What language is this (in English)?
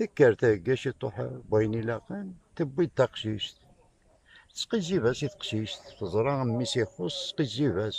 Kabyle